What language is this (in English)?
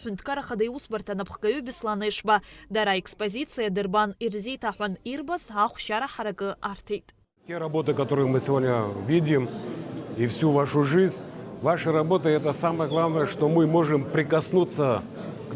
Abkhazian